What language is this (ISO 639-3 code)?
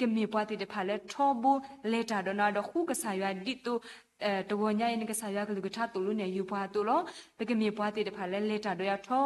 ksw